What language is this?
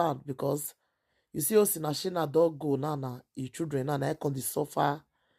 Nigerian Pidgin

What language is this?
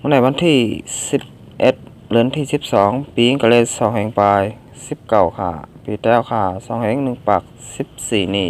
Shan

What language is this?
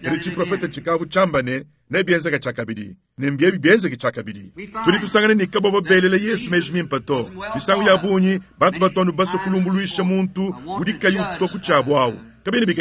Luba-Lulua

